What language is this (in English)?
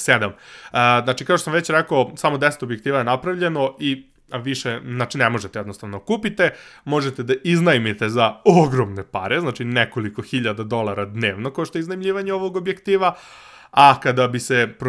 Serbian